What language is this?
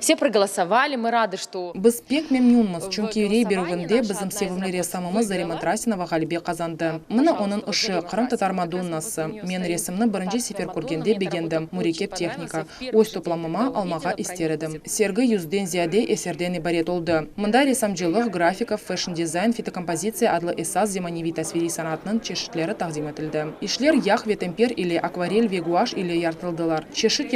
Crimean Tatar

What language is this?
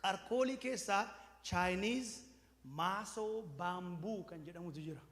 Oromo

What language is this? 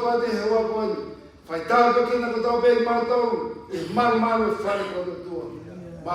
Tongan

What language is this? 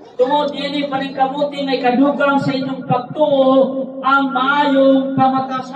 Cebuano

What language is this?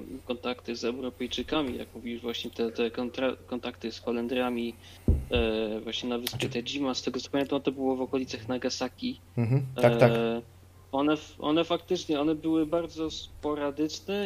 Polish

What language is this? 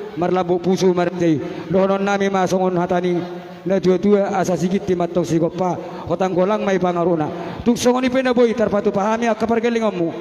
Batak Toba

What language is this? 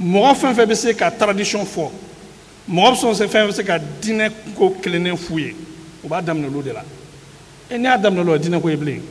Bambara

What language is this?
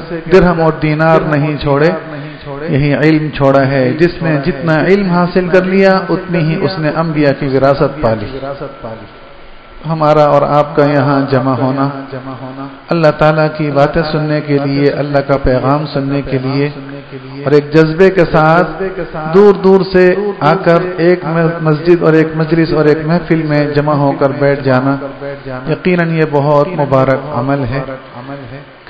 Urdu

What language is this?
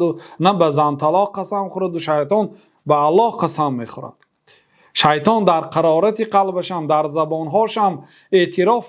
Persian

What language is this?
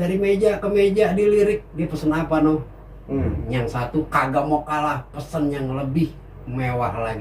Betawi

